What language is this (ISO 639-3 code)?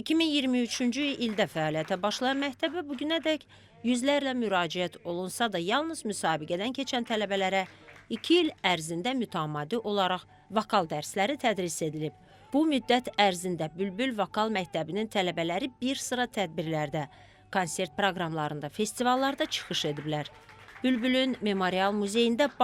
aze